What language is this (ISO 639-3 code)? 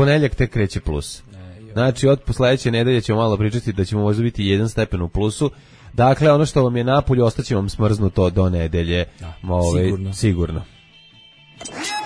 srp